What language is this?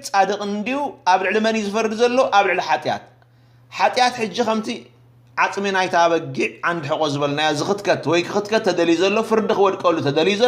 Tigrinya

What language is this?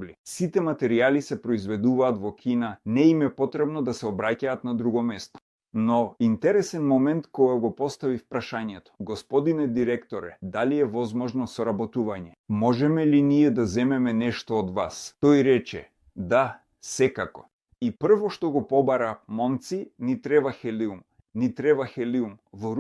Macedonian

